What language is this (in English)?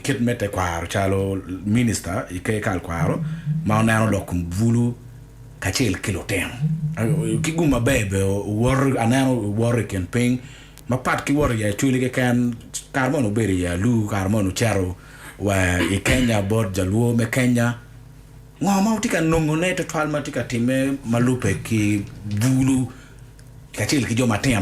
Acoli